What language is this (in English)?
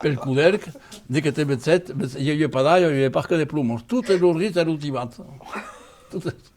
Occitan